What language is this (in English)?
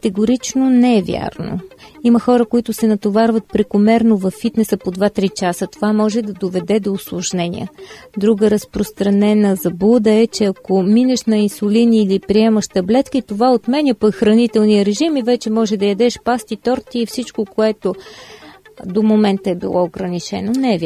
Bulgarian